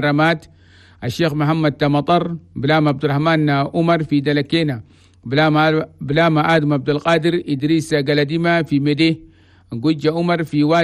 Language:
Chadian Arabic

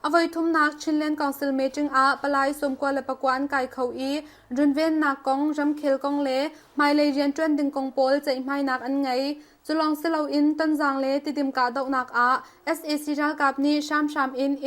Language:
Hakha Chin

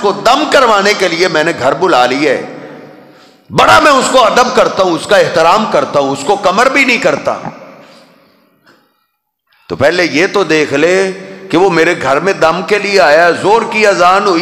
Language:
Urdu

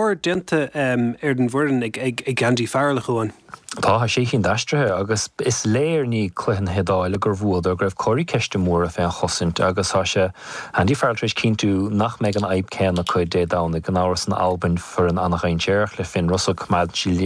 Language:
Irish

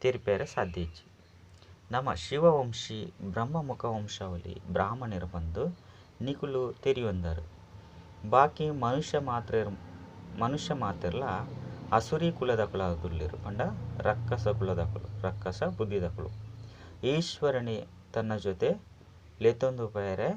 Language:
Tulu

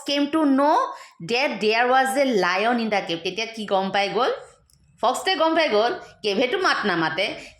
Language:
Assamese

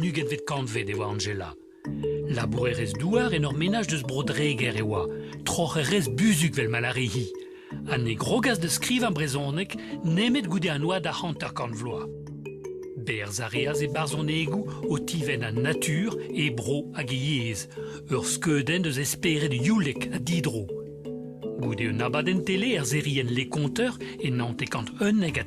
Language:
Breton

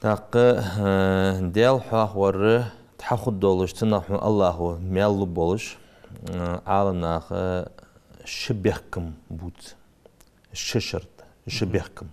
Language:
Ingush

